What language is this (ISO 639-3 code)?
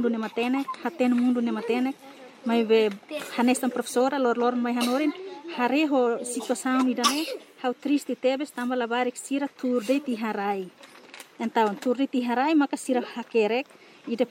tet